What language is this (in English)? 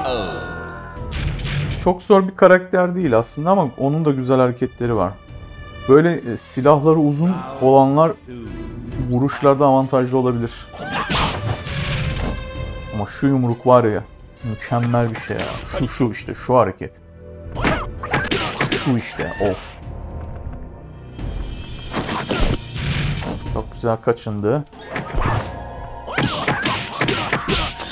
Turkish